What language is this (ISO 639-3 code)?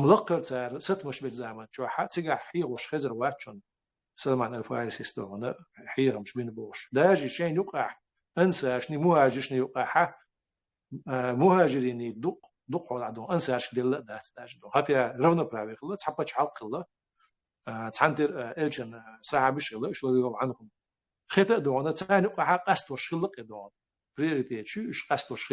che